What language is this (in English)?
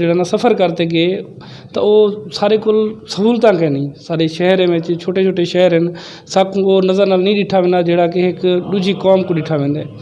Saraiki